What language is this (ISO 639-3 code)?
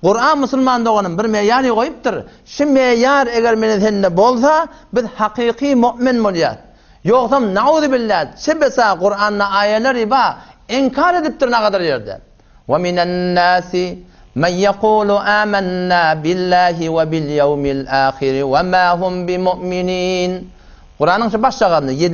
tuk